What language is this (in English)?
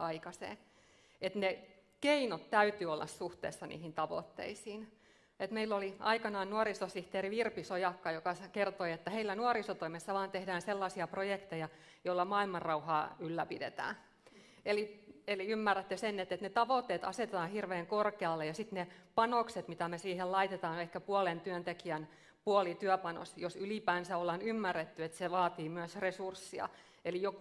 Finnish